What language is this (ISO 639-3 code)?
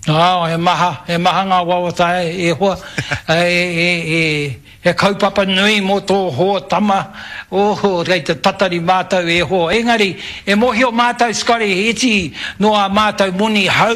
mri